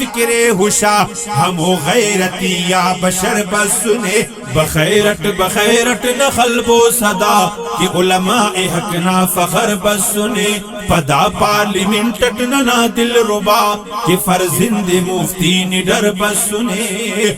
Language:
Brahui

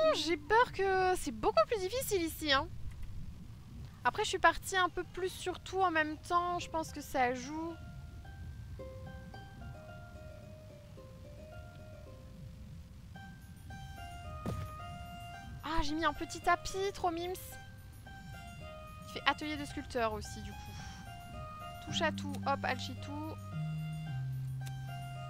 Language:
French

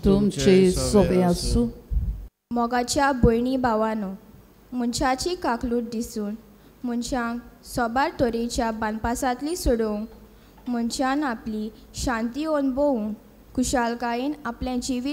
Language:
Konkani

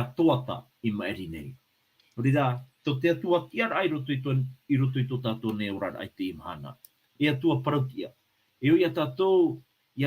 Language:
Tahitian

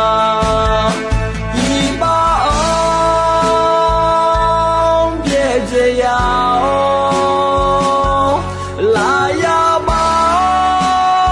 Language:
Akha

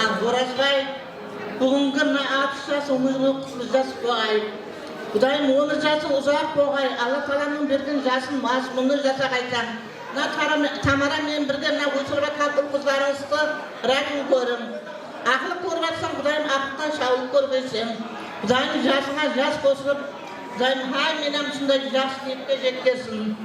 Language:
Kara-Kalpak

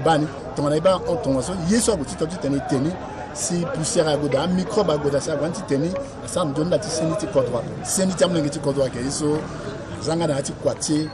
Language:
Sango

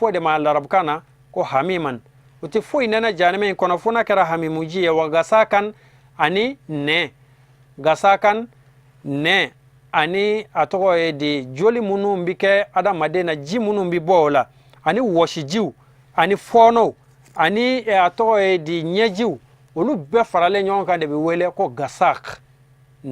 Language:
Bambara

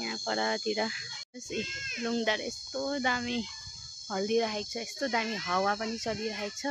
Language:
Nepali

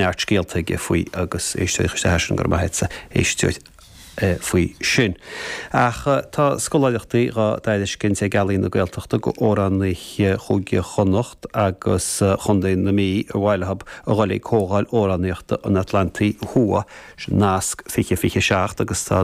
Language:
Irish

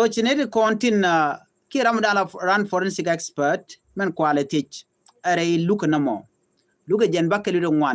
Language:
Nuer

